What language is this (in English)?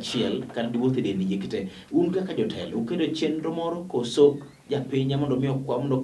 Luo (Kenya and Tanzania)